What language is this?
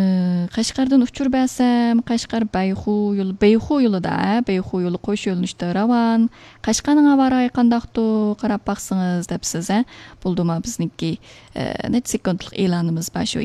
Uyghur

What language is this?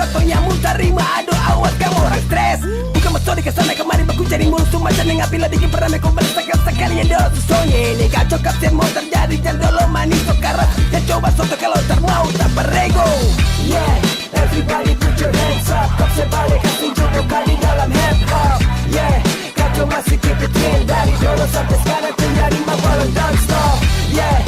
Ambonese Malay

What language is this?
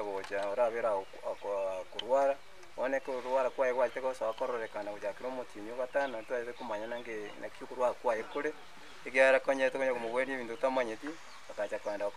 Gusii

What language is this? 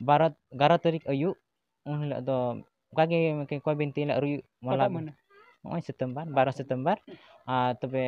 Santali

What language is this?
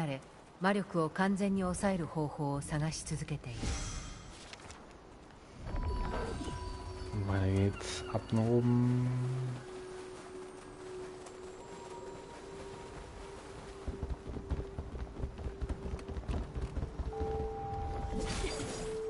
German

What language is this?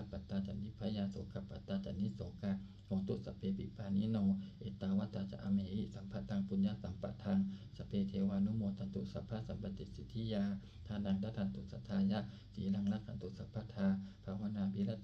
Pali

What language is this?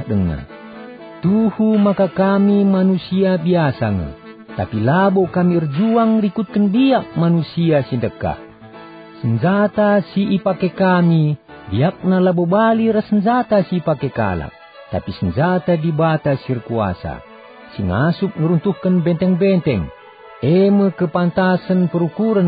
Batak Karo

